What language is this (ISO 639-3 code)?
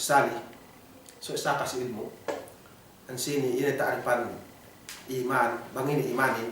yka